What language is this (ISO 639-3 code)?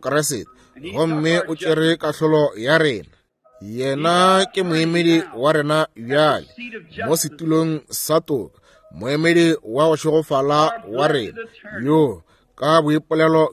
nso